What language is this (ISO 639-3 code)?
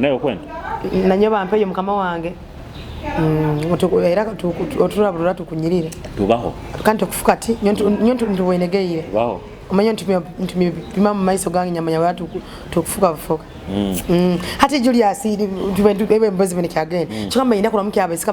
nyo